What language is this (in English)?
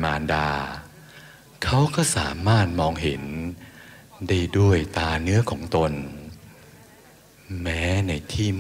Thai